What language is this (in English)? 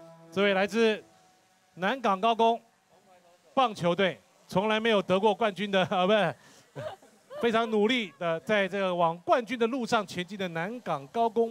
Chinese